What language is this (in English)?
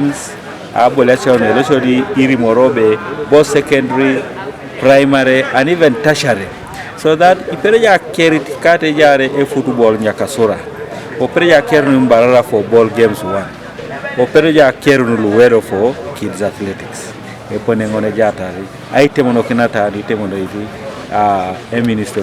Teso